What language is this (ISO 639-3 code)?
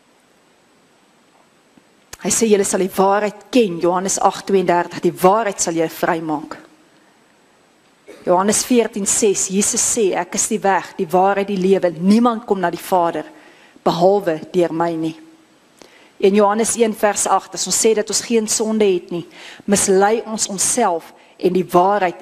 afr